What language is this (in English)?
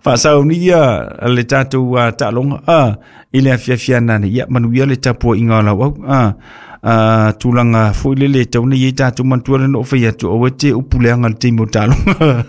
Samoan